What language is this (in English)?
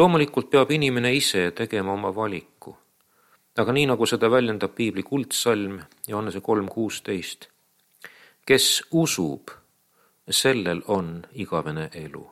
Estonian